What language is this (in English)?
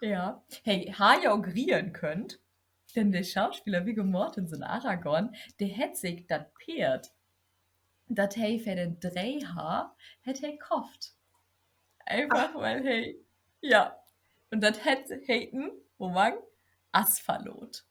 Low German